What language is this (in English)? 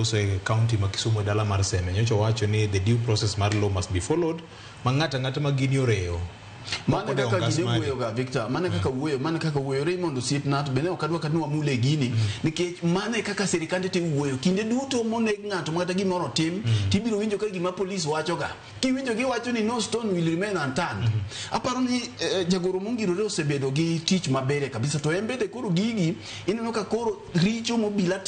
Luo (Kenya and Tanzania)